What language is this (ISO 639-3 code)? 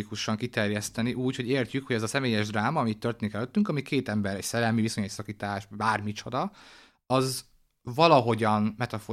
hun